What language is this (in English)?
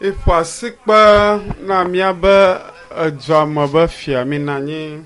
Ewe